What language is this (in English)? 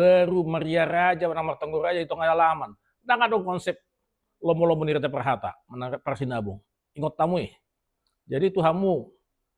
Batak Toba